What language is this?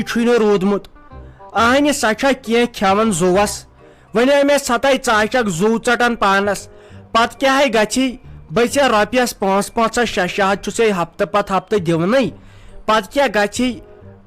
Kashmiri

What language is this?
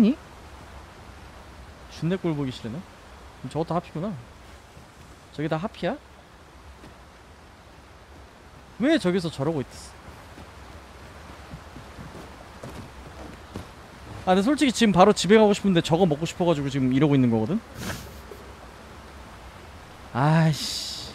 Korean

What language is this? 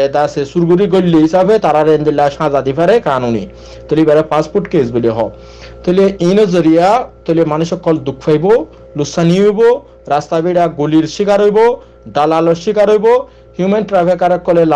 Rohingya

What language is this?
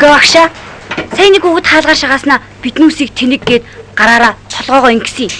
Mongolian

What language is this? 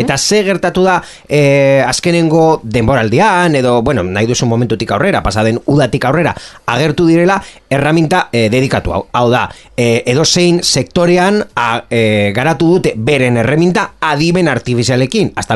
Basque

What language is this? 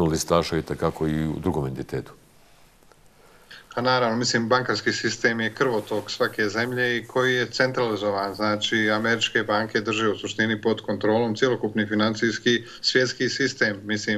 Bosnian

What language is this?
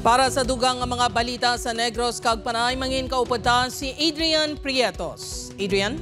Hiligaynon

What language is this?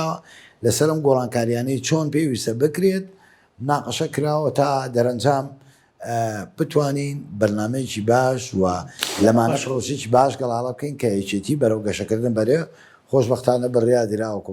Central Kurdish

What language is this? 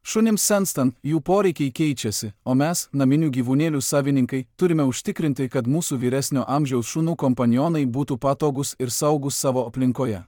Lithuanian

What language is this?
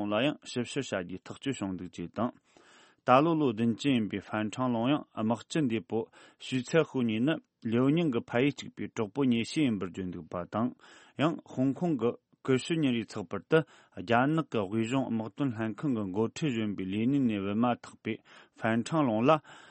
Tibetan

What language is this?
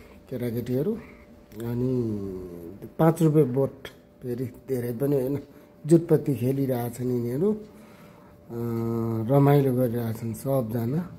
Nepali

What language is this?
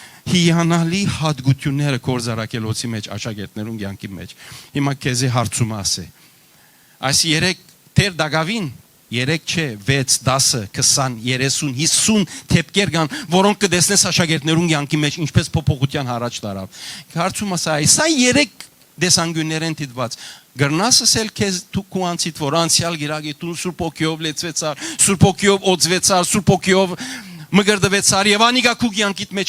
Western Armenian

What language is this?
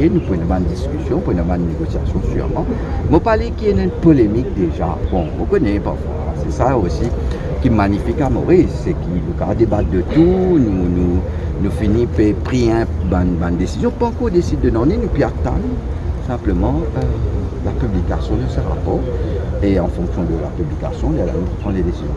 Morisyen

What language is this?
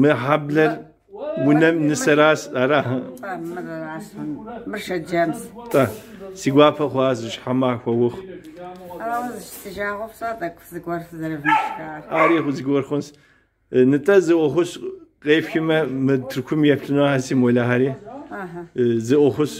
Kabardian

